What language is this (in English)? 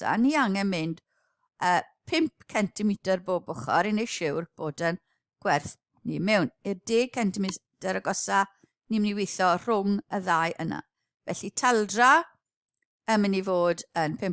Welsh